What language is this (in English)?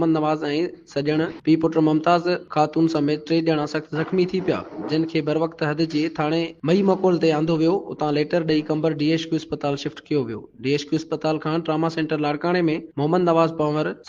Sindhi